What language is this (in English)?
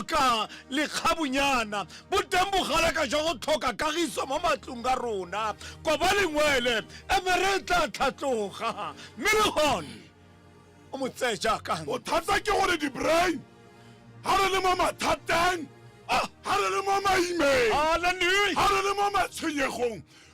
Tswana